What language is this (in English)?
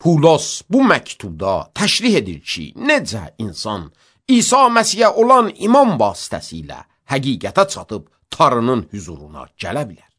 Azerbaijani